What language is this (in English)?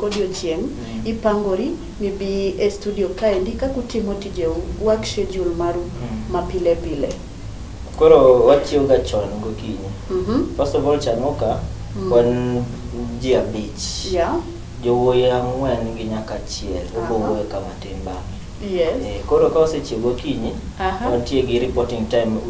Luo (Kenya and Tanzania)